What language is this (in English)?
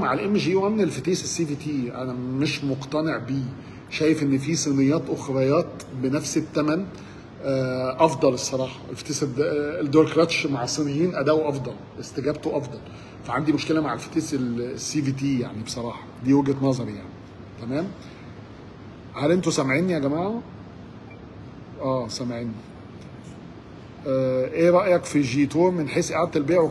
Egyptian Arabic